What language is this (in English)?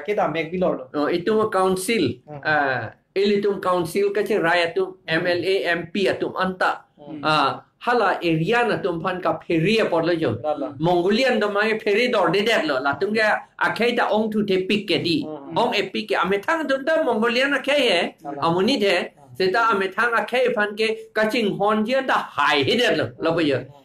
Karbi